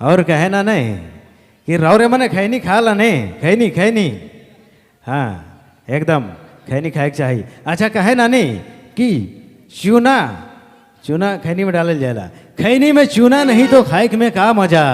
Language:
Sadri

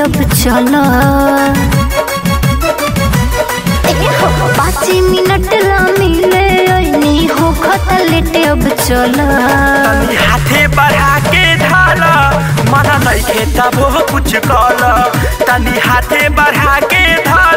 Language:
Bhojpuri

